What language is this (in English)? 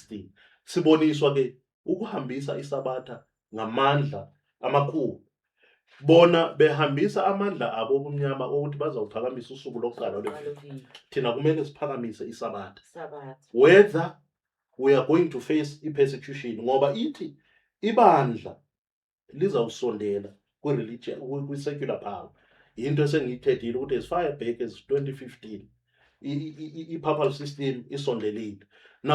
Zulu